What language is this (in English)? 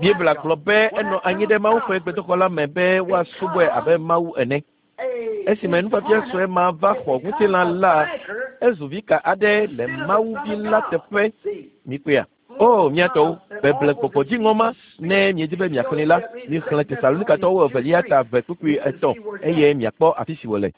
Ewe